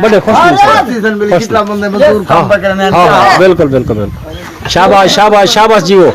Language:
Saraiki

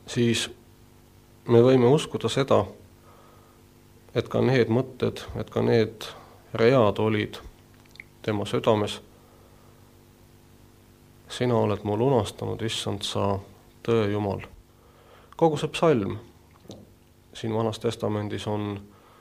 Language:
Estonian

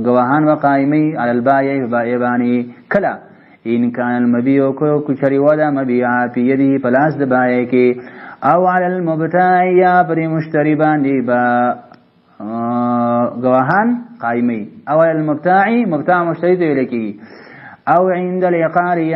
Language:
Pashto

